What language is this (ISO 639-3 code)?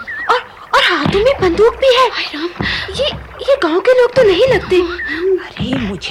hin